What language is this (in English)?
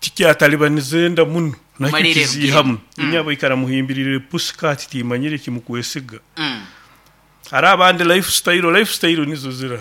Nyoro